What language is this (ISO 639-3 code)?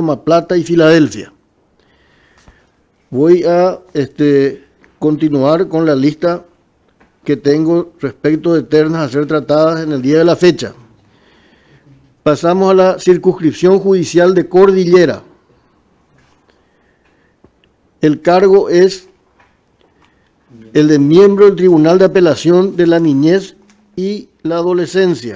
spa